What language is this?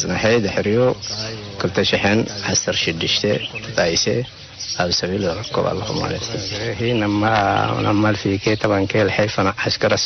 Tigrinya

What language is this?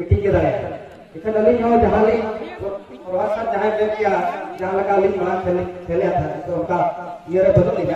Santali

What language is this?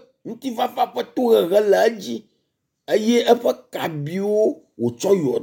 Ewe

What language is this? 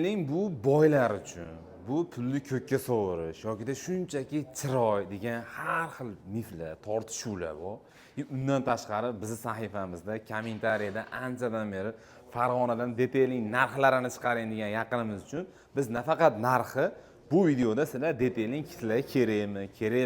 Uzbek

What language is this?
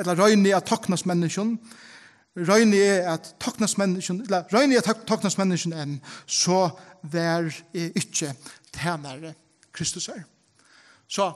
Faroese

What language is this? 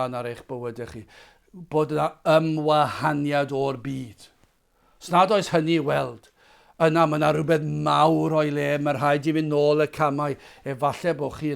Welsh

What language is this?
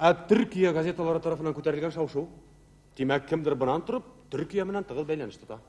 Bashkir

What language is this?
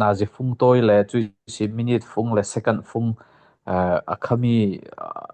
Falam Chin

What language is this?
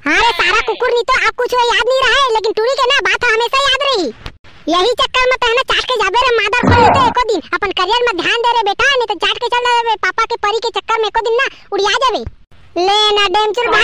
Chhattisgarhi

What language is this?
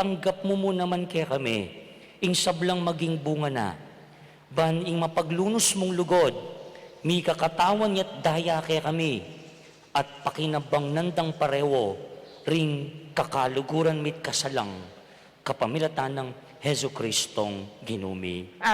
Pampanga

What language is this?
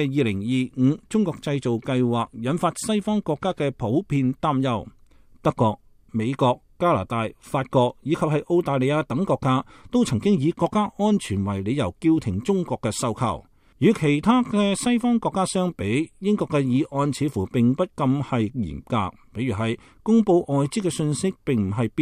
Cantonese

